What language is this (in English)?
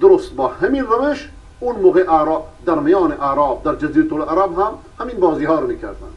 Persian